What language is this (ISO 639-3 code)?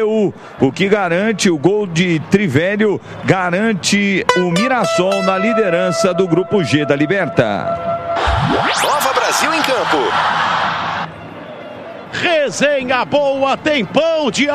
por